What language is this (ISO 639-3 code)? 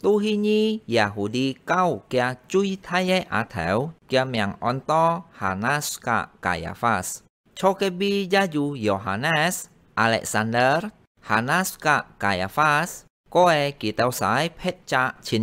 hak